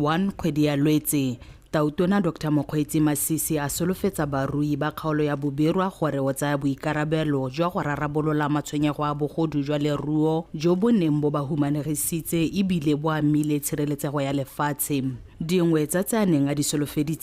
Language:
Tswana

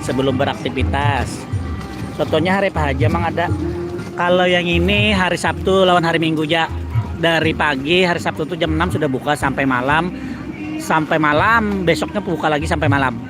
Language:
Banjar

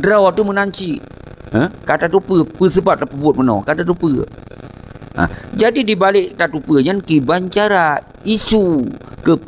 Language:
Achinese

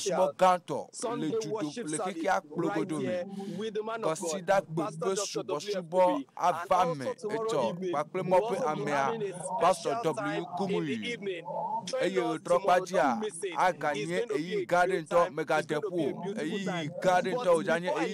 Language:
Ewe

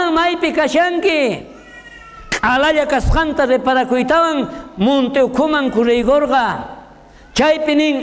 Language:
South Bolivian Quechua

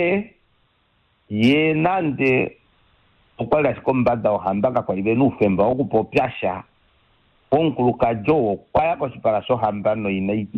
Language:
Kuanyama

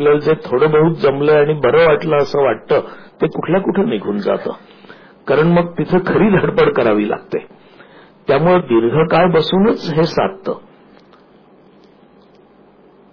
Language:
Marathi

